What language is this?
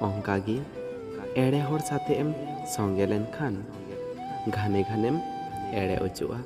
Santali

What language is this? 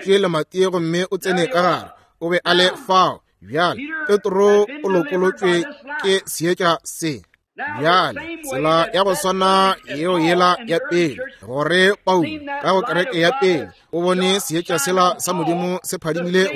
Northern Sotho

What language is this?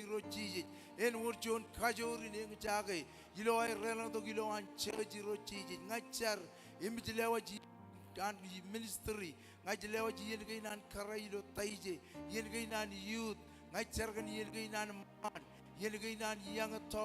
Marshallese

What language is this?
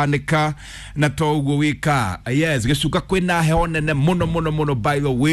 Kikuyu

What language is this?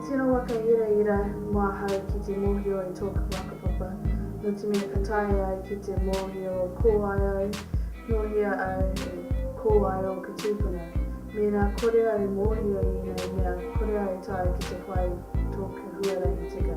Māori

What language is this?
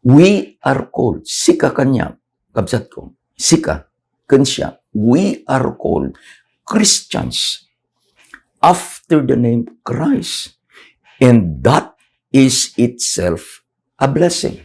Iloko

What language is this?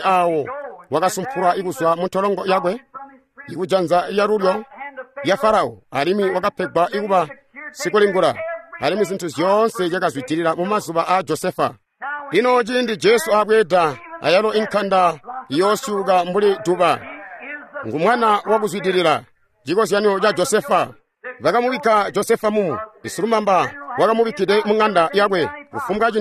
Tonga (Zambia)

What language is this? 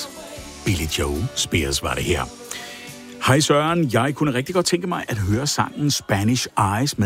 Danish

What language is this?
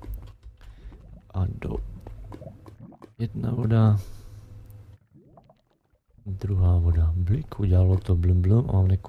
Czech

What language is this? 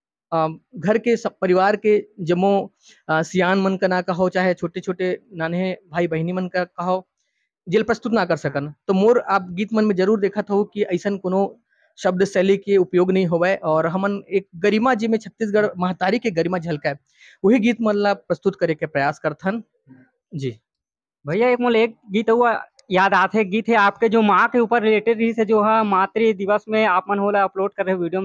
Chhattisgarhi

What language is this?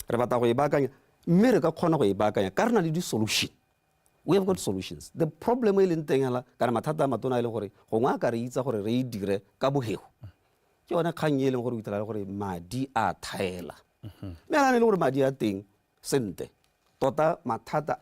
Tswana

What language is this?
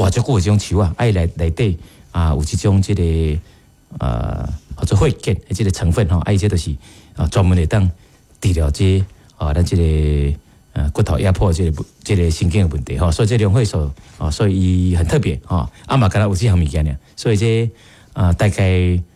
Min Nan Chinese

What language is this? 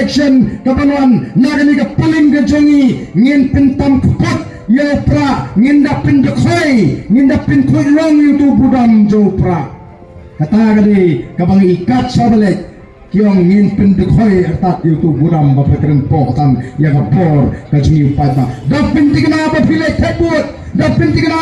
Khasi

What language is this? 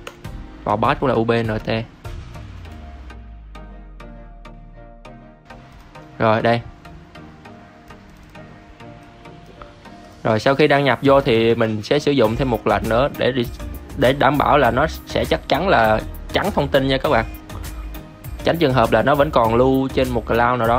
Vietnamese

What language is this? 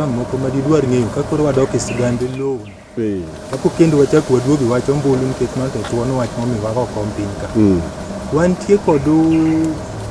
Luo (Kenya and Tanzania)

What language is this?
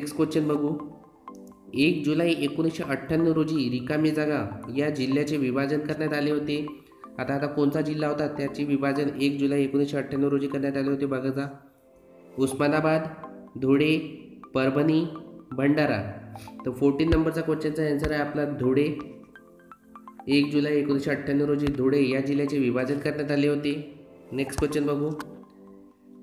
Marathi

